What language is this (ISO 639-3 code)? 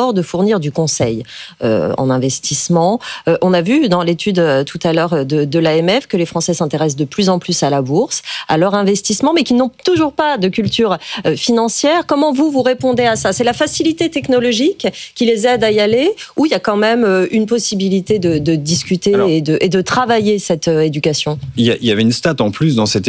fra